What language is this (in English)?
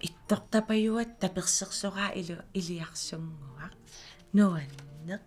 Kalaallisut